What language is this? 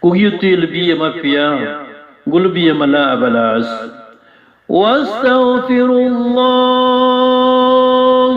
Maranao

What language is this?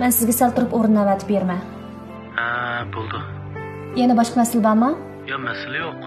Uyghur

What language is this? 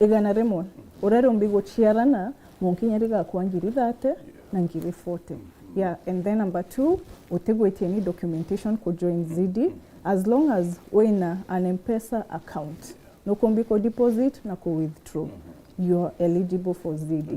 Meru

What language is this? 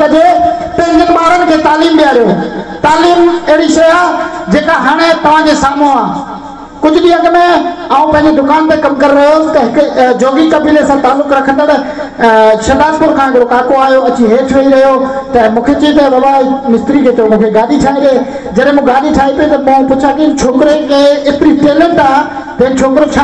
Sindhi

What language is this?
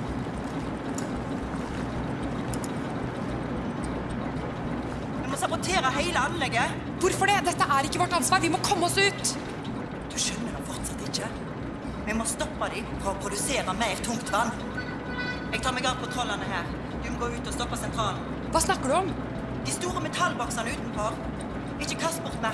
Norwegian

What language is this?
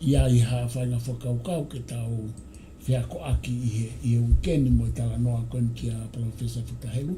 Tongan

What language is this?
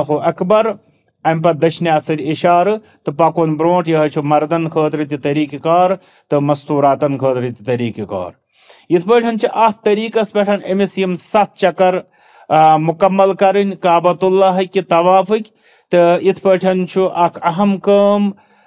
Kashmiri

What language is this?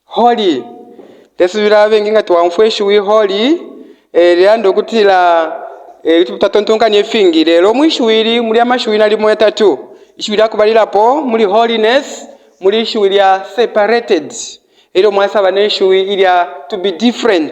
Bemba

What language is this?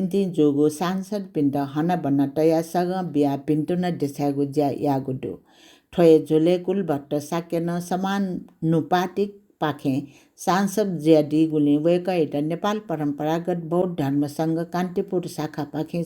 Newari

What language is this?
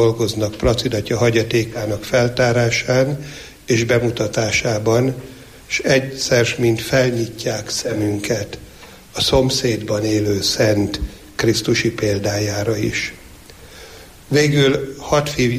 Hungarian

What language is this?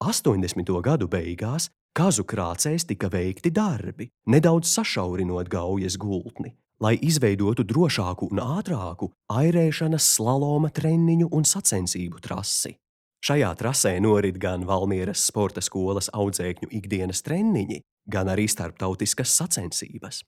Latvian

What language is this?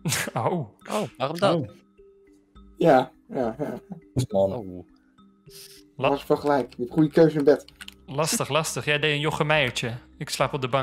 Dutch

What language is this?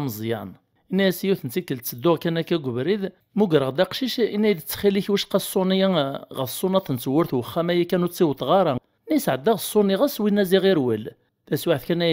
Kabyle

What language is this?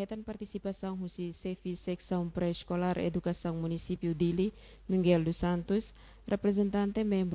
Tetum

